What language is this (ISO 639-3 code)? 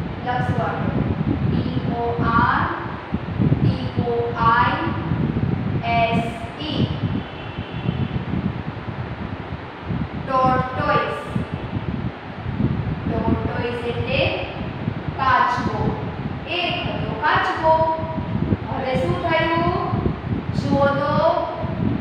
guj